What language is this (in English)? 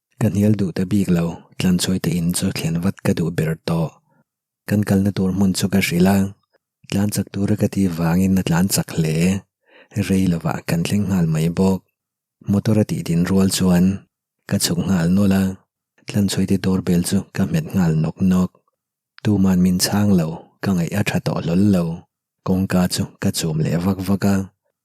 Mizo